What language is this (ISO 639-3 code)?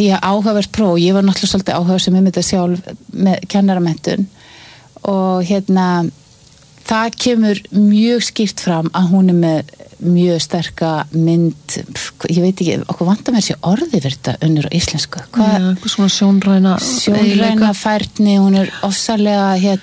isl